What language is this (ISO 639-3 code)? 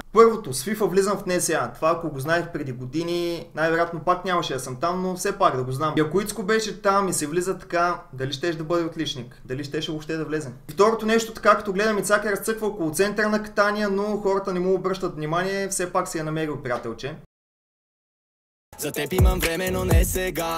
bul